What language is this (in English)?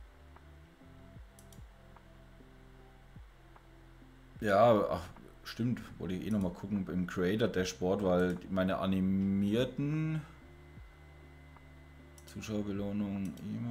German